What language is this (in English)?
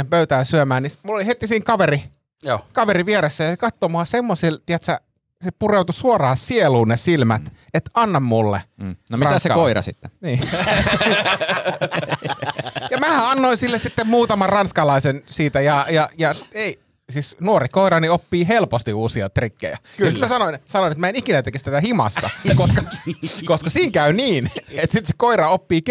Finnish